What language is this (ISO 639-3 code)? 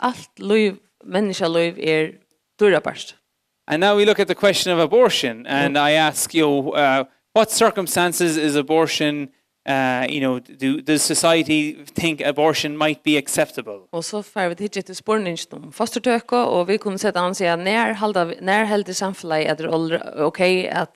fao